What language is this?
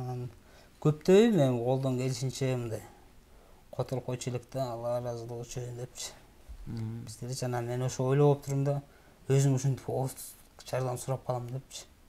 Kyrgyz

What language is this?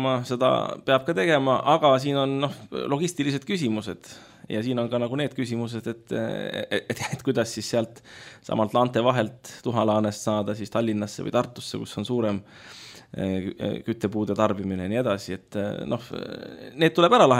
Estonian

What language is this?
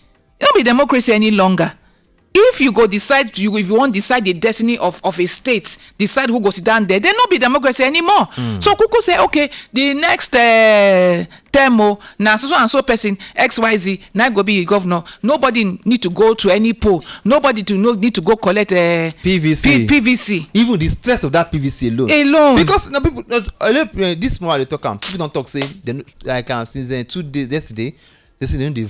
Nigerian Pidgin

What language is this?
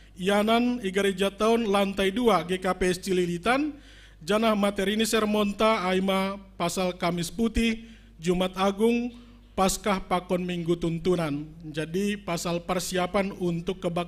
Batak Simalungun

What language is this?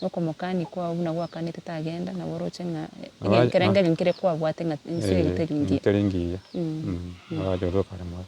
Gusii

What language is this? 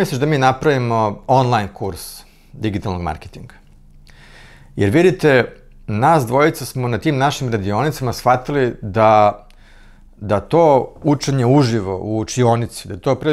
Serbian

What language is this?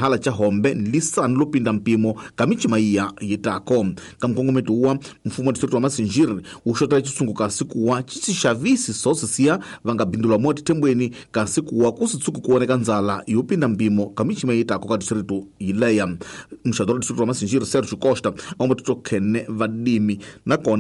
Tsonga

